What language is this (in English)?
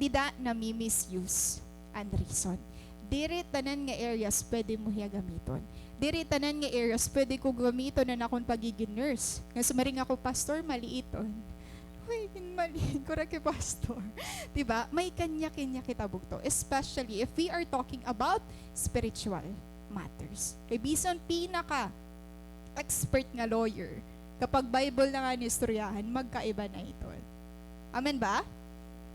Waray